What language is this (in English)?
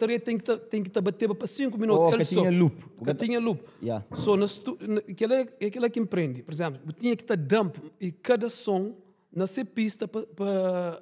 Kabuverdianu